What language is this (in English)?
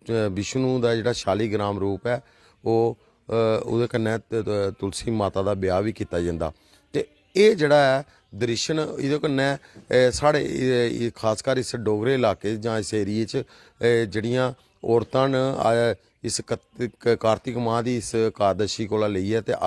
Dogri